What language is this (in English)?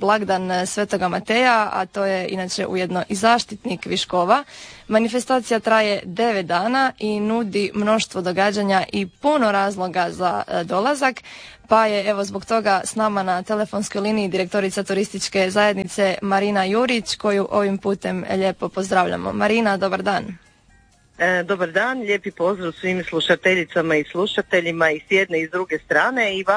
Croatian